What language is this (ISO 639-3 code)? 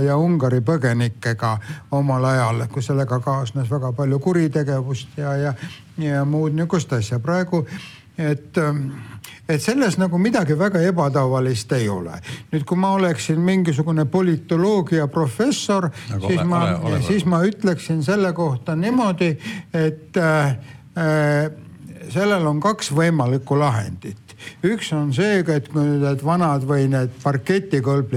est